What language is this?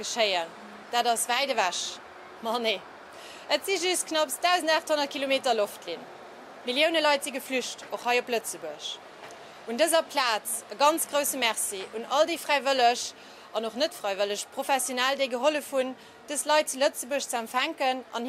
Luxembourgish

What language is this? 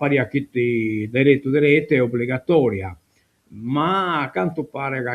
Sardinian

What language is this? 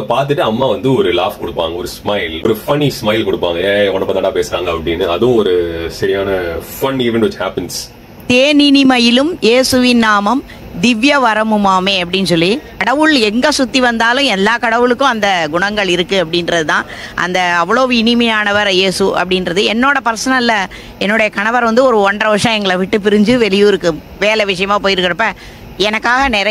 Tamil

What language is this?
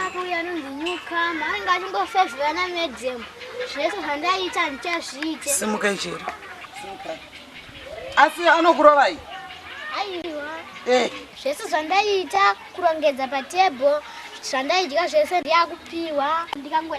Shona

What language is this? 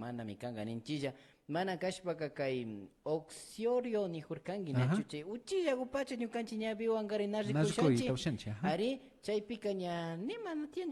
Imbabura Highland Quichua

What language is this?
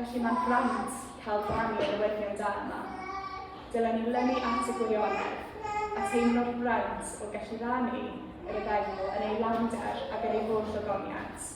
Welsh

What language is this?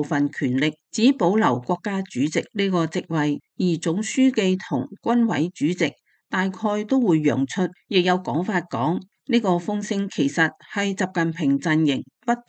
Cantonese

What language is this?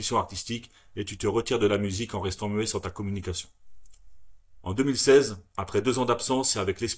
French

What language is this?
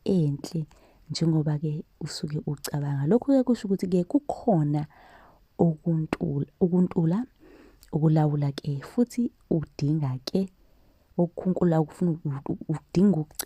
Zulu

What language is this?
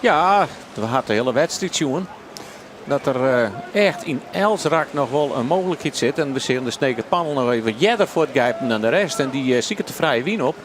Western Frisian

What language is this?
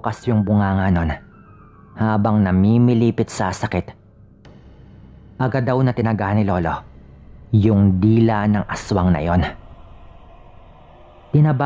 Filipino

